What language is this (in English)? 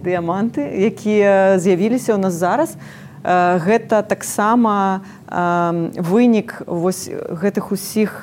Belarusian